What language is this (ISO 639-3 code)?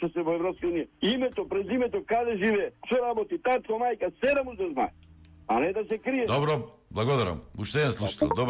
mkd